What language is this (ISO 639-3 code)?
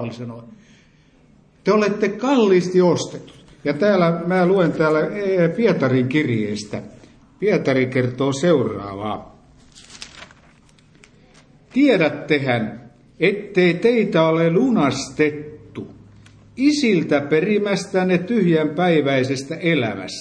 fin